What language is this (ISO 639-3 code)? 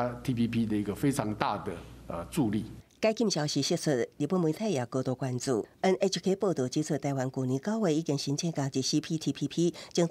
nan